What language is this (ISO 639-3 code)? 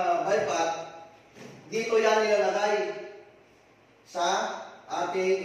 fil